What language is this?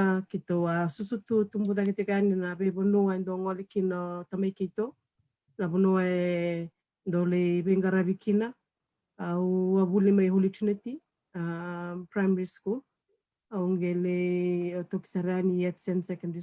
Fijian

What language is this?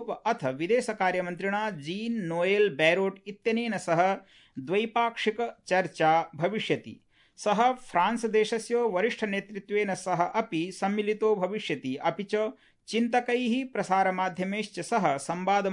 Sanskrit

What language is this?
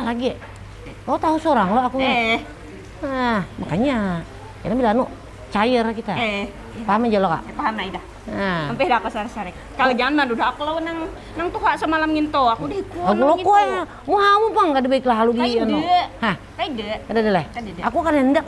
Banjar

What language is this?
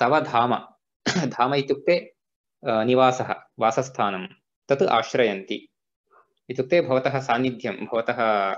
Sanskrit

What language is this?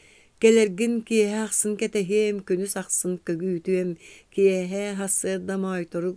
Yakut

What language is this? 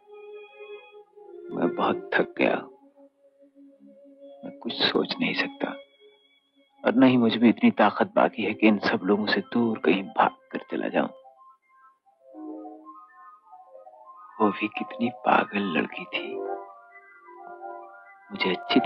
Hindi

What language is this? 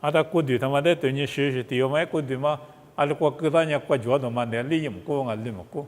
Lisu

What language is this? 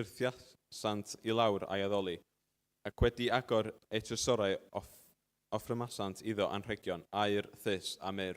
Welsh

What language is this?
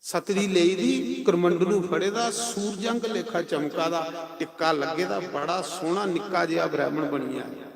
Dogri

